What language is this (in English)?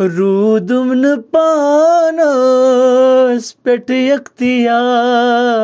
Kashmiri